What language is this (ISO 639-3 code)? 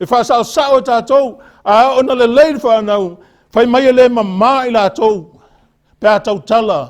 smo